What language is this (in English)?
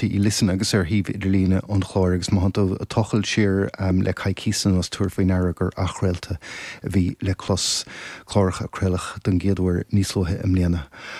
Irish